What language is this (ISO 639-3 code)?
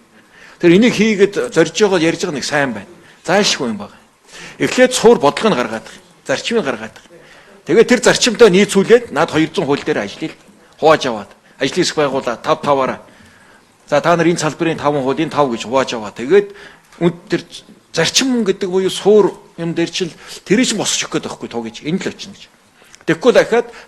mon